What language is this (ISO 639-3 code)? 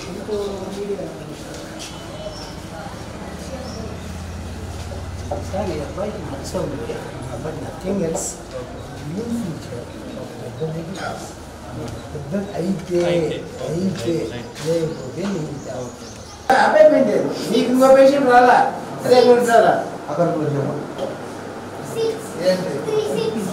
tel